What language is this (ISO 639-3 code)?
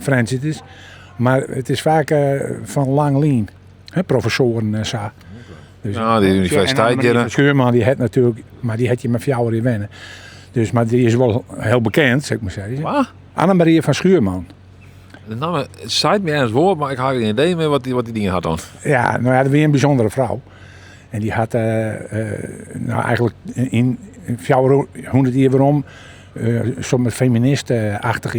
fry